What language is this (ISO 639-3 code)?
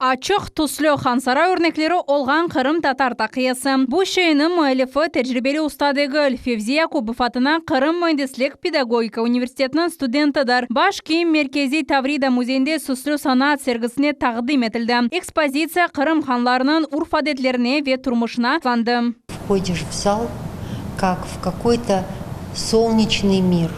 crh